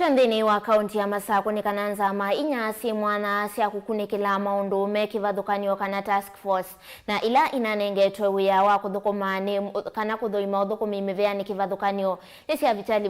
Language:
Kamba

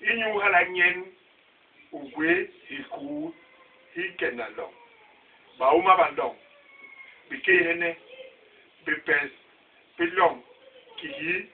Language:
Basaa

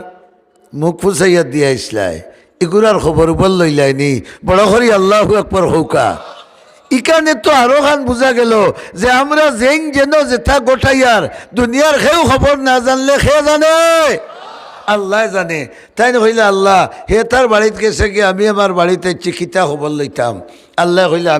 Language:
Sylheti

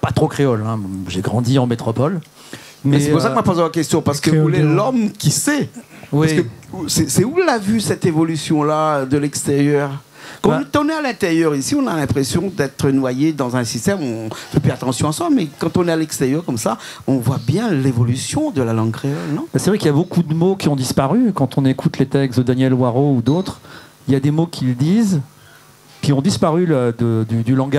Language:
Réunion Creole French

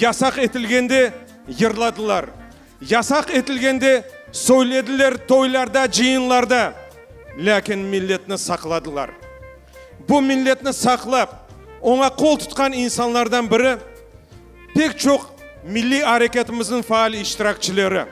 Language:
Crimean Tatar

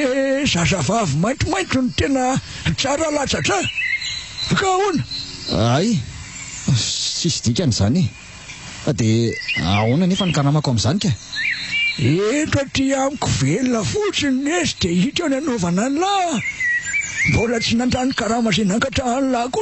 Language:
Malagasy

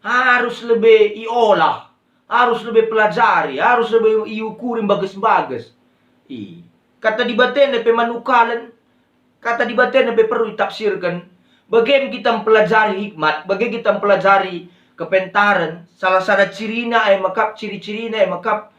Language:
Batak Karo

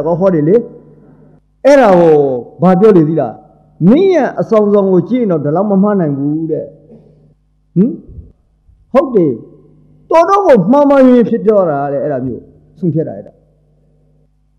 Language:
Burmese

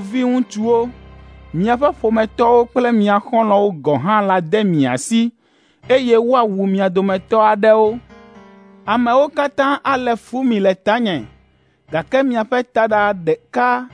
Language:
Ewe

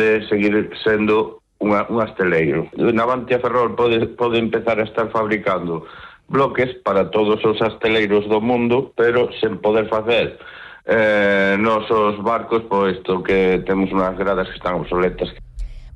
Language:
Galician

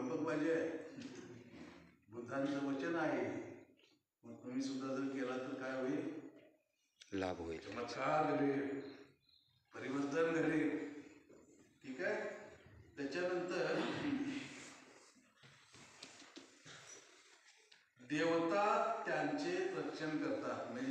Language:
Marathi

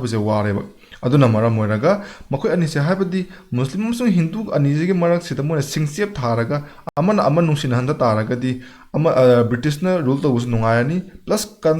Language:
Manipuri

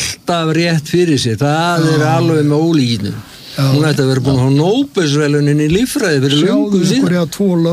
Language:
Icelandic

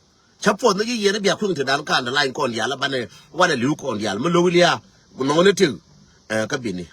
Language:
Nuer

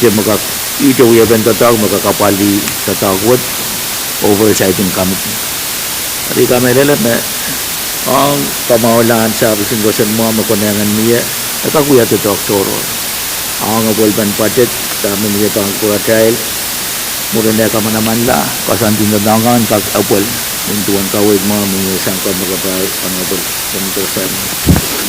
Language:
Pohnpeian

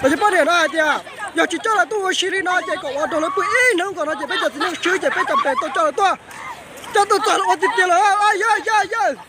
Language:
Hmong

